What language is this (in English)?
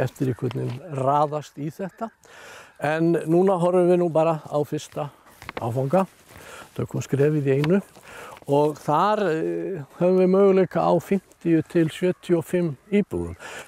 Icelandic